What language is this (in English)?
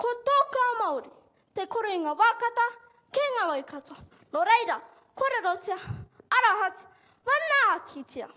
Māori